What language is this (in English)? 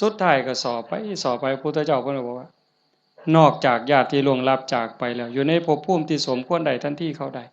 Northeastern Thai